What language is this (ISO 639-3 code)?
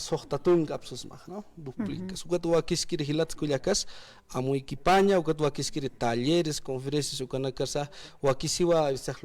aym